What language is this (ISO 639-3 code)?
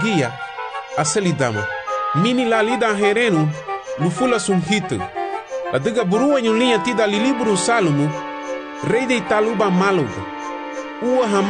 cab